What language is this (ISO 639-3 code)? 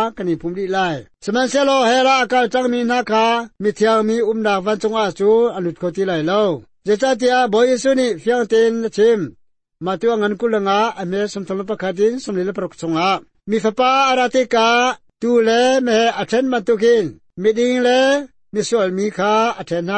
cnh